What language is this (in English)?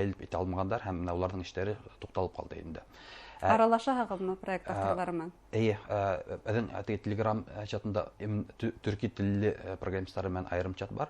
Bashkir